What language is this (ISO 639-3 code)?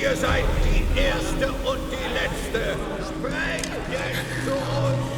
bar